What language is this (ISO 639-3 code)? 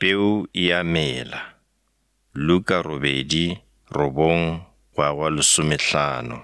nso